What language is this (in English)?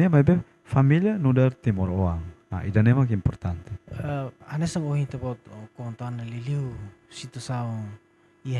Tetum